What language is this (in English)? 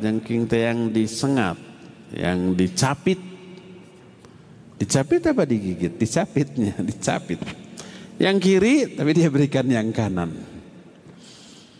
Indonesian